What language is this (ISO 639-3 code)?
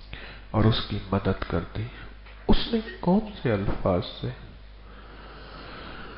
urd